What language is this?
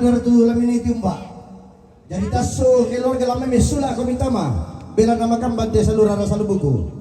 Toraja-Sa'dan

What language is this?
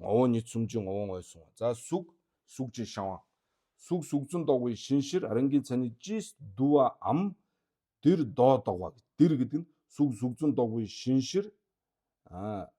Mongolian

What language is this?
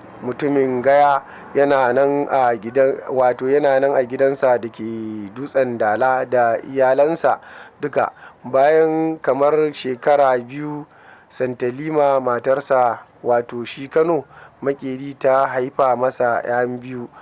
Hausa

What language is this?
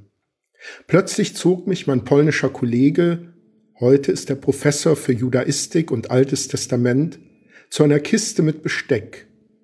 German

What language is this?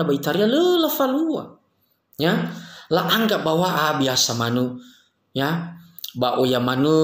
Nias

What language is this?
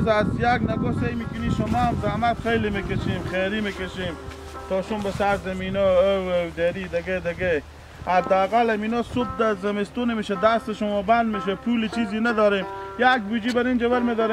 Hazaragi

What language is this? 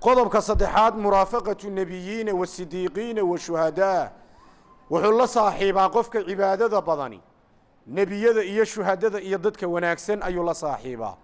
Somali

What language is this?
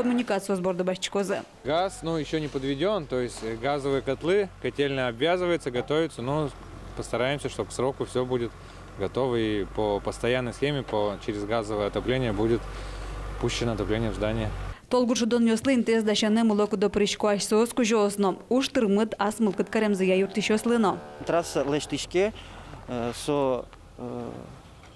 Udmurt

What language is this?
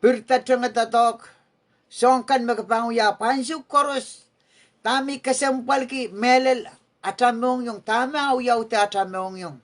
Pohnpeian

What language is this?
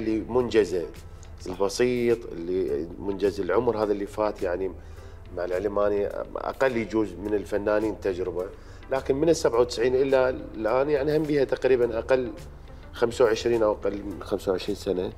Mesopotamian Arabic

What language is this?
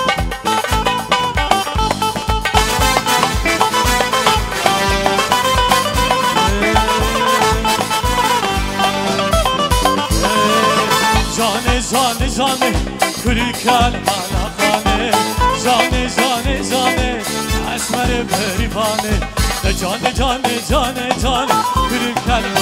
Kurdish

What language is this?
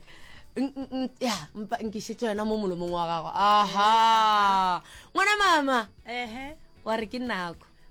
Northern Sotho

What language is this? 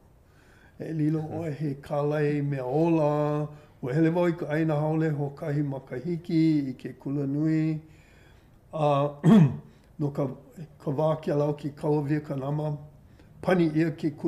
Hawaiian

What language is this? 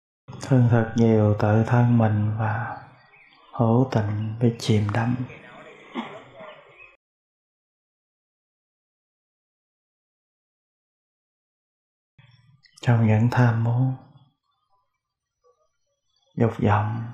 Vietnamese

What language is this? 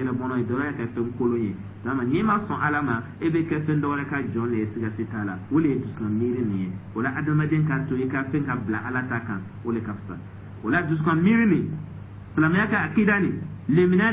Dyula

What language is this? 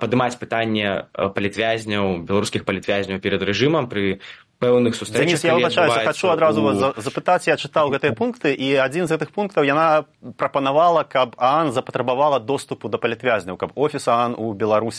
Belarusian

